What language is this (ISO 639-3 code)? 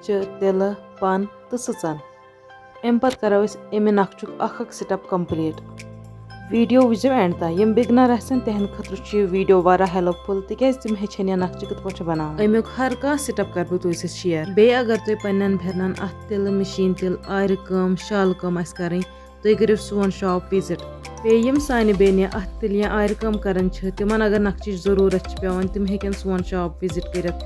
kas